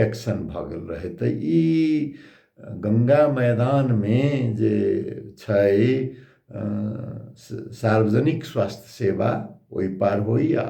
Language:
Maithili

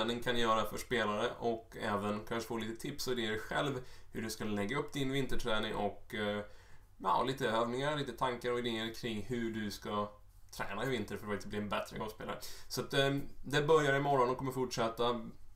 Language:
Swedish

